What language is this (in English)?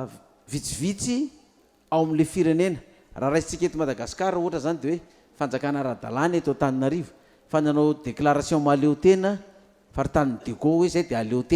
Malagasy